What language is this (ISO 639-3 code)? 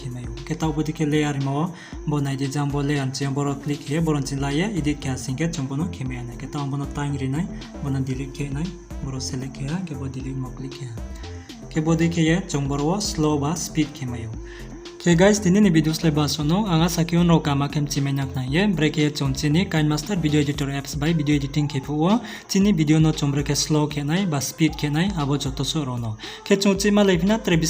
ria